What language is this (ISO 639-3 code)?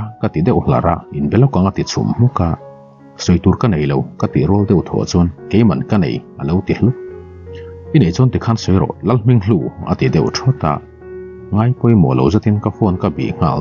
lus